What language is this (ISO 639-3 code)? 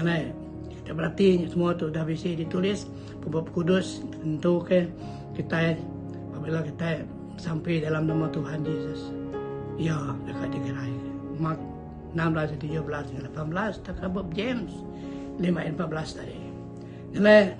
iba